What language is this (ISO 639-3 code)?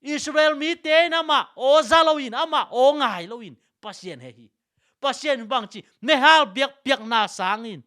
ctd